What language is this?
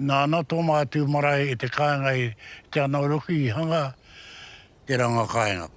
Māori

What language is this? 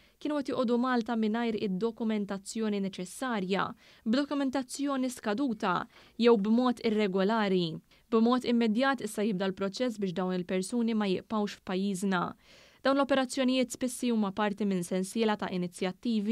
Maltese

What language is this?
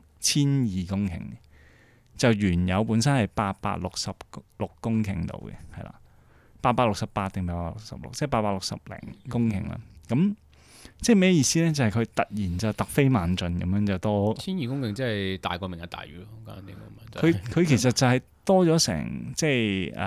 Cantonese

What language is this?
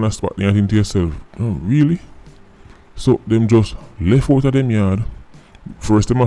Jamaican Creole English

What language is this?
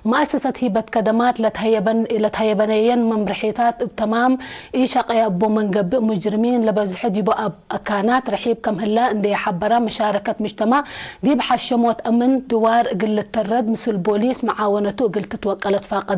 Tigre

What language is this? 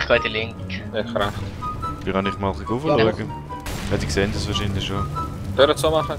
Swiss German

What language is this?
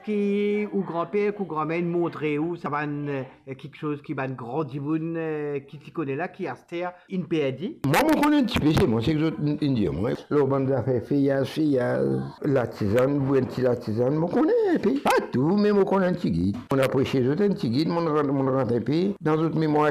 Morisyen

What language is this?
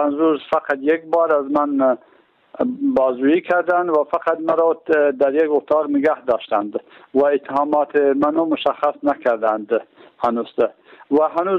Persian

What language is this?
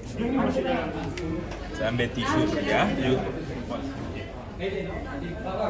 Malay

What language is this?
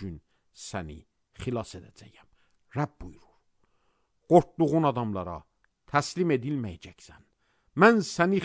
Azerbaijani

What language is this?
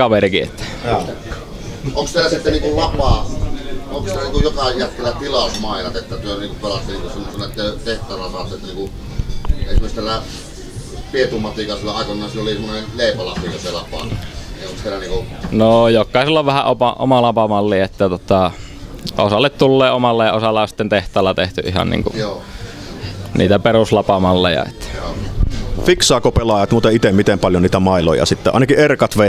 Finnish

